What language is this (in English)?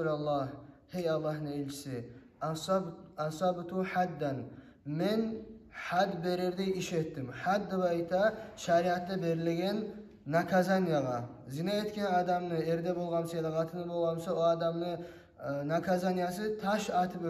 Kumyk